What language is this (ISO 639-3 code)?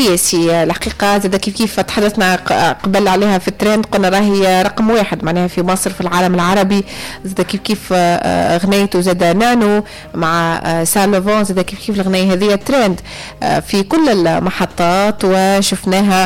aeb